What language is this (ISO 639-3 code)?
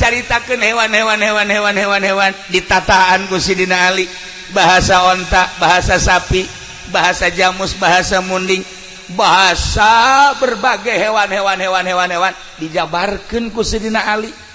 sun